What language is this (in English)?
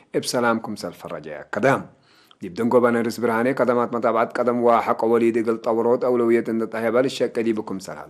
Tigre